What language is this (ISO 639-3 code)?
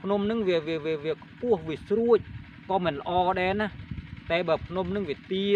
khm